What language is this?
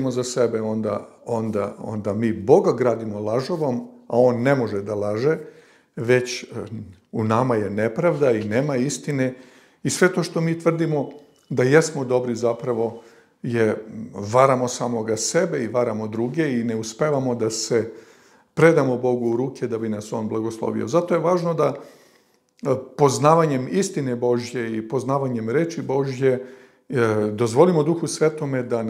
Serbian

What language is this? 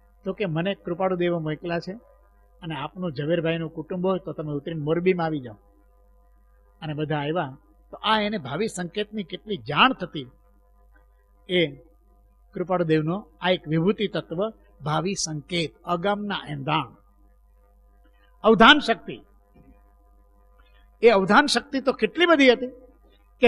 Gujarati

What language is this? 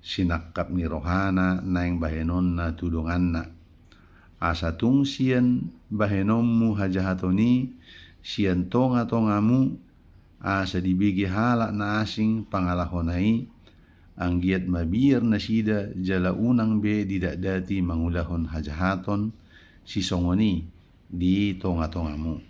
Batak Toba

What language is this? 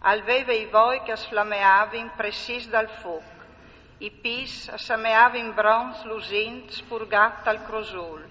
Friulian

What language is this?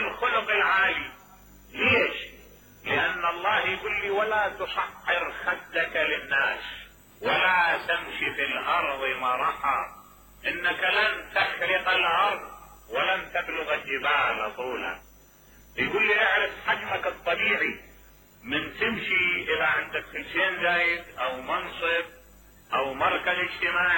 Mesopotamian Arabic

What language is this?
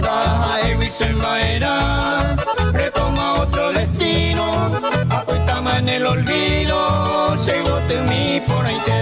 Guarani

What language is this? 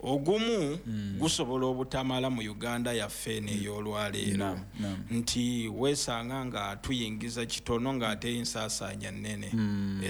Ganda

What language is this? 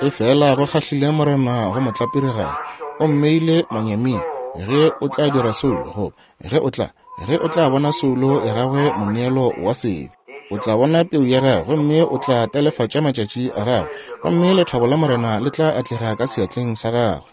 Northern Sotho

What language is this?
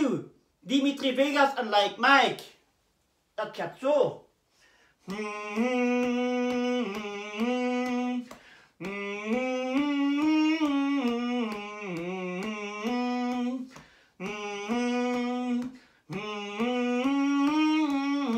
Dutch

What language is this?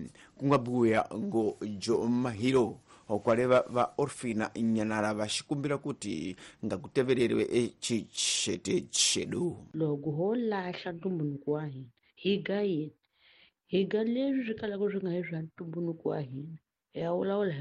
Tsonga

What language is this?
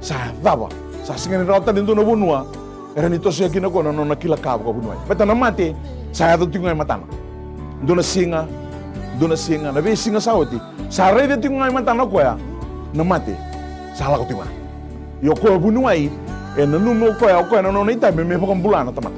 Fijian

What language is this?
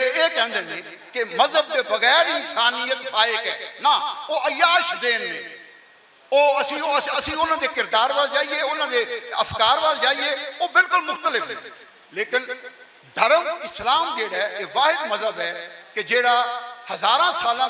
Western Panjabi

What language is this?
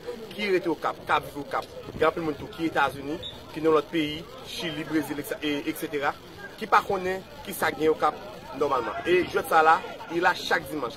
Haitian Creole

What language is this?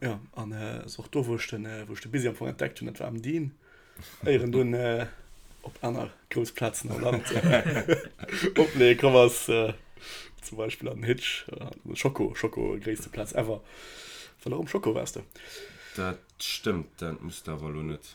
Luxembourgish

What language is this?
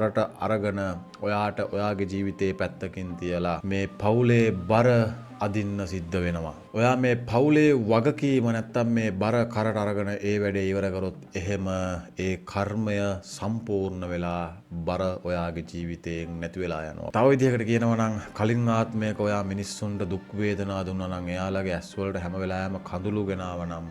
Sinhala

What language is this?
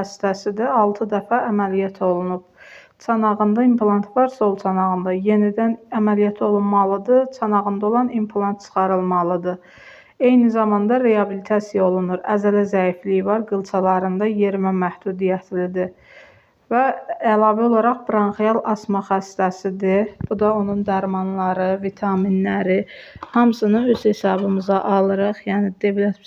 Azerbaijani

